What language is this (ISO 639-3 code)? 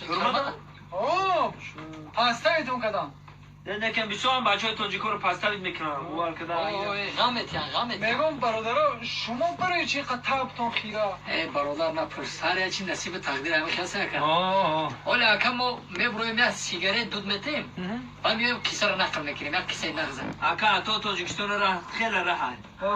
tgk